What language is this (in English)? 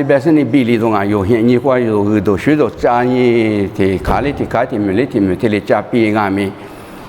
Lisu